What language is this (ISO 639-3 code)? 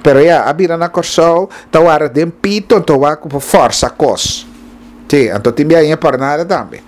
pap